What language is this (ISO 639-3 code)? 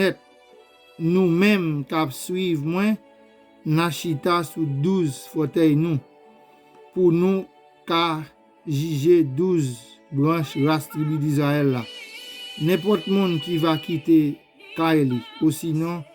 hat